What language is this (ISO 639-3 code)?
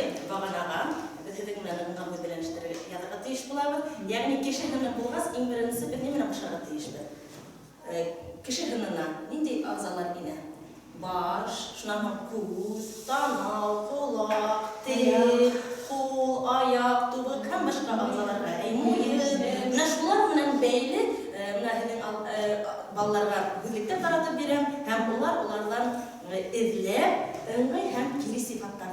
bak